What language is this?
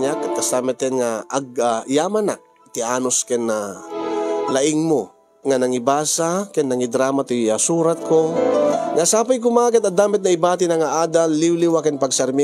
Iloko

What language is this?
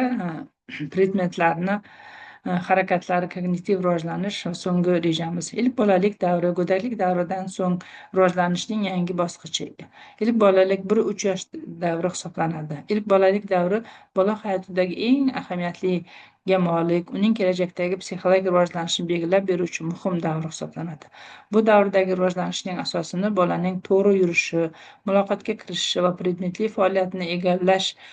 Uzbek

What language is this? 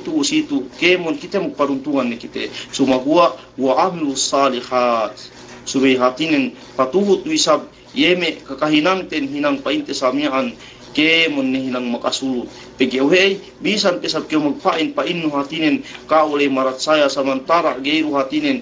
Yakan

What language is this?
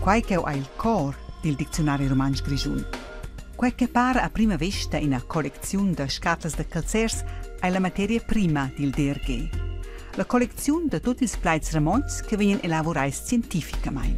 Romansh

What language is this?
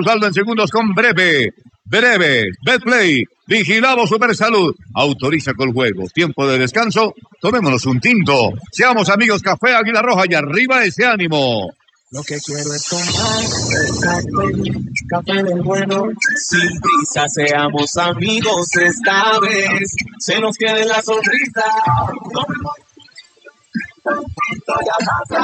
Spanish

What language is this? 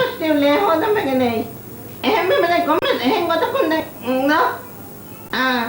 Divehi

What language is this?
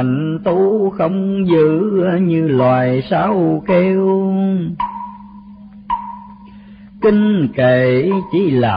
Vietnamese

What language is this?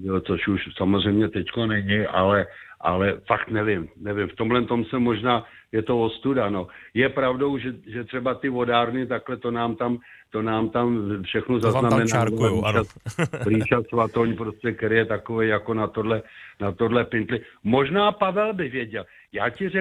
Czech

